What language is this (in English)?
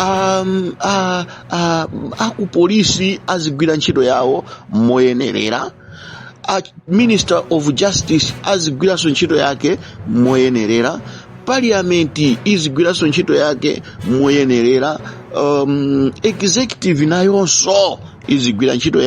Nyanja